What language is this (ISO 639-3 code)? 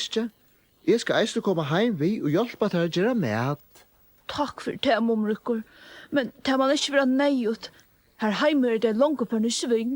fao